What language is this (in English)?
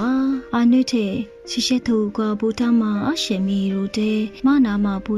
Lisu